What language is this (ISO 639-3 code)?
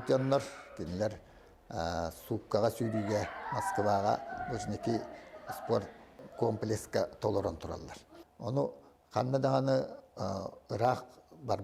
sah